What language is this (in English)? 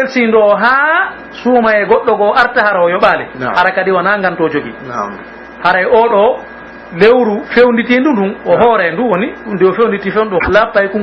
Pular